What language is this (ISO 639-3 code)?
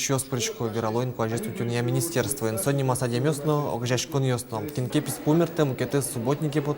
udm